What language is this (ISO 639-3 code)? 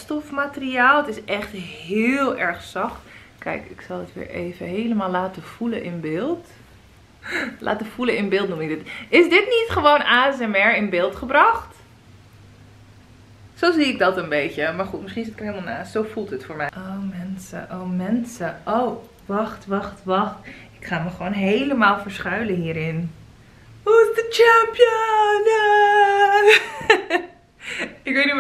nld